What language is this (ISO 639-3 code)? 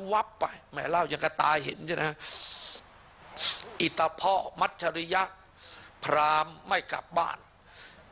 tha